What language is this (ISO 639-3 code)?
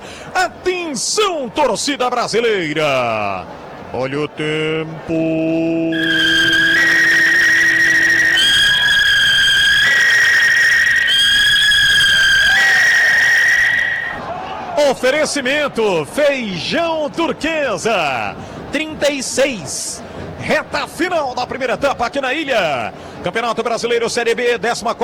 por